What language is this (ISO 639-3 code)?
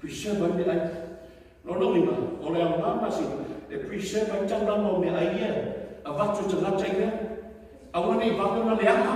smo